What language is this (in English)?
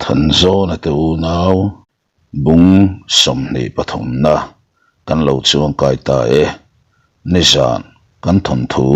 Mizo